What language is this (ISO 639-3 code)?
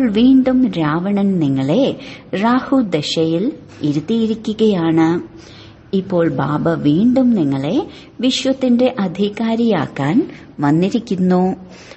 mal